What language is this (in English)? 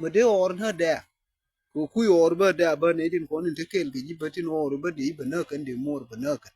Nuer